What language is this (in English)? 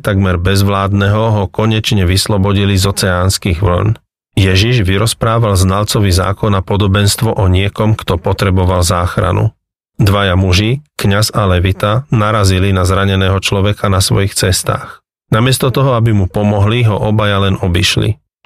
Slovak